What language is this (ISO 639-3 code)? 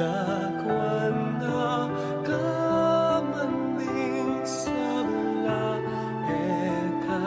pam